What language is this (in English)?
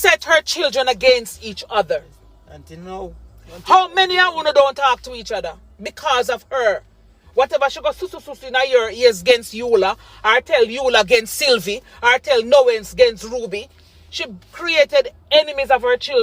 Jamaican Creole English